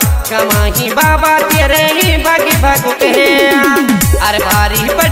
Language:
Bhojpuri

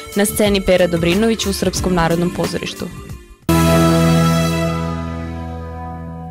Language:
Serbian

